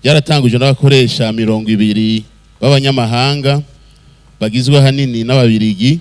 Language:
Rundi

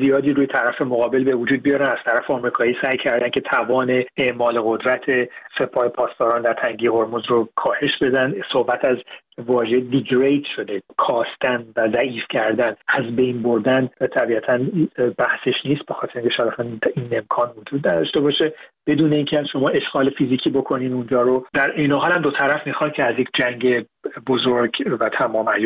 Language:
Persian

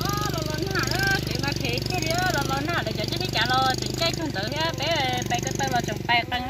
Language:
Hmong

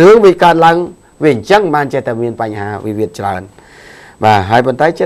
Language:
Khmer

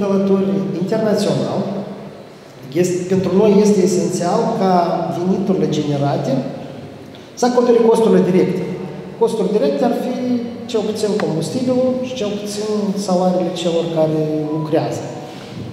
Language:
Romanian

